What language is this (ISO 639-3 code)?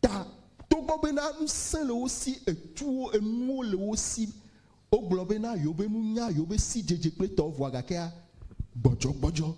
ewe